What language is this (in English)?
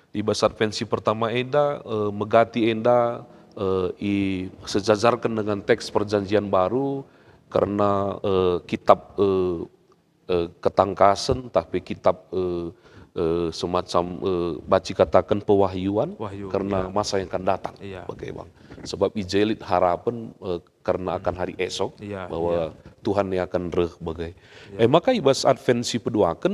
Batak Karo